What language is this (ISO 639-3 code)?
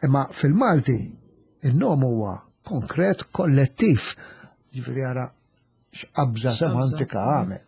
mlt